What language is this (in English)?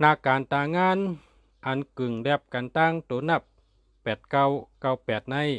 Shan